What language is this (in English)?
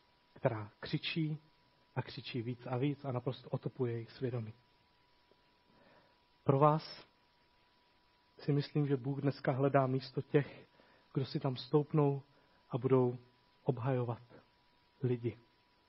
Czech